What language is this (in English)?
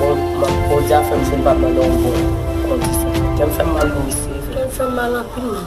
Haitian Creole